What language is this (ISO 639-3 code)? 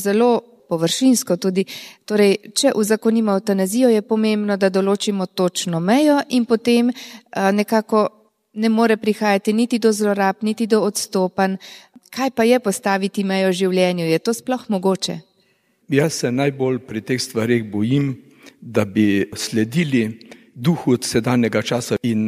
slv